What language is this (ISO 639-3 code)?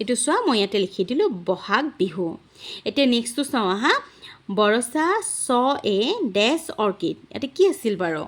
asm